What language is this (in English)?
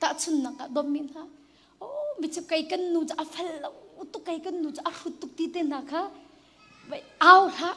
Hakha Chin